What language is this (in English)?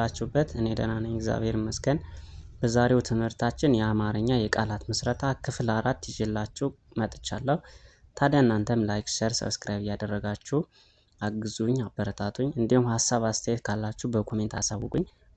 Amharic